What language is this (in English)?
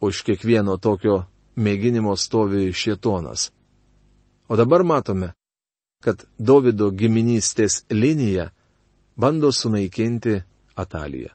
Lithuanian